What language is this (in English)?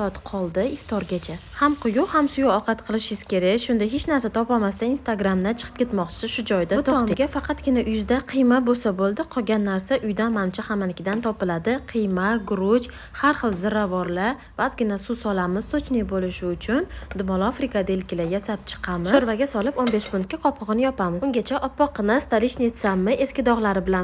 Uzbek